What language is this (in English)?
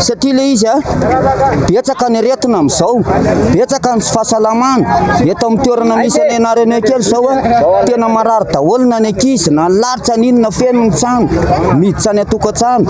Malagasy